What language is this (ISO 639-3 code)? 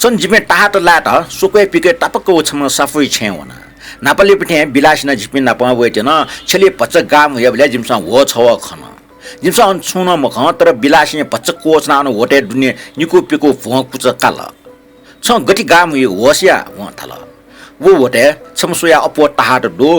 new